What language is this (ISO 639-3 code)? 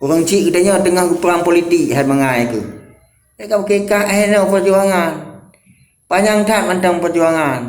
ace